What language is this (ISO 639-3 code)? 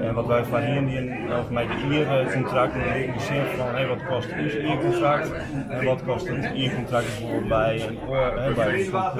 fry